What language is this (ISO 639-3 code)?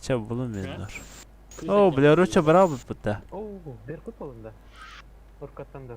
sah